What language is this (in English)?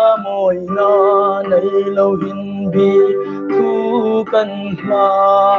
Hmar